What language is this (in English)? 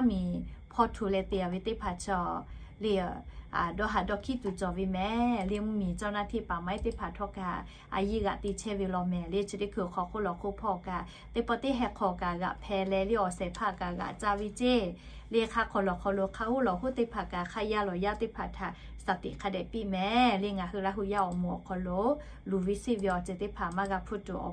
Lahu